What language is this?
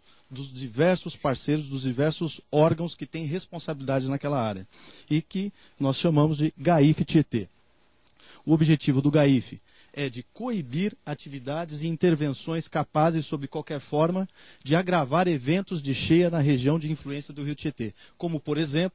Portuguese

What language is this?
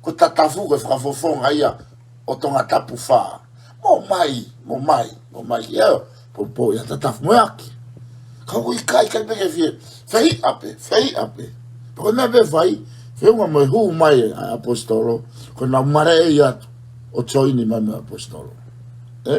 Tongan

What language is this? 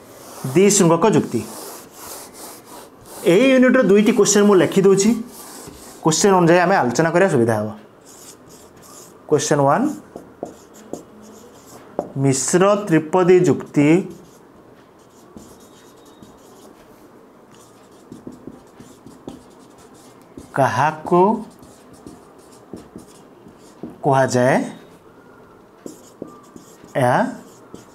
Odia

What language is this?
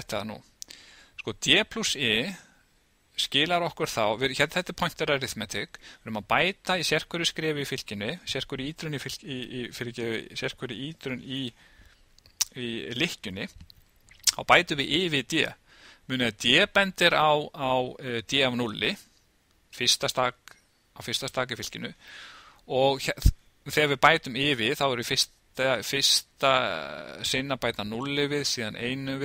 Icelandic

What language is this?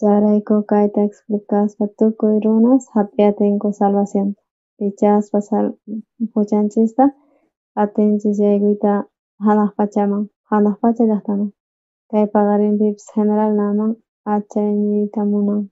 South Bolivian Quechua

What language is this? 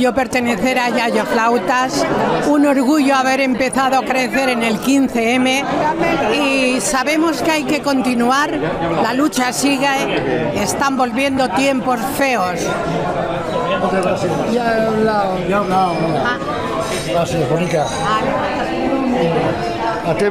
Spanish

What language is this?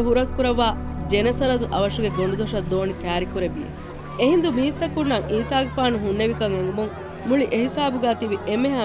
Divehi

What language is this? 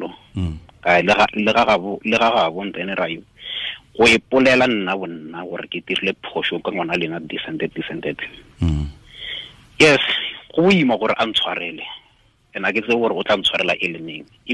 Tswana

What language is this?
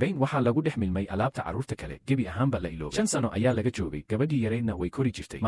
Somali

